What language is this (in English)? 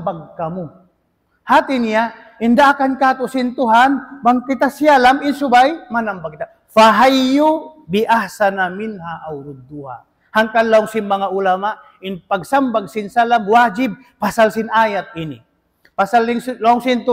Tausug